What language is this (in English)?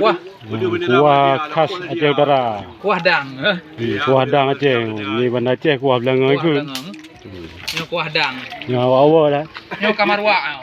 Achinese